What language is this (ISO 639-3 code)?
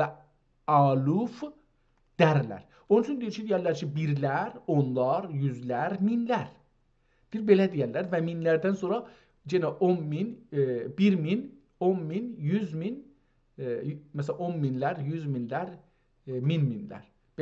azb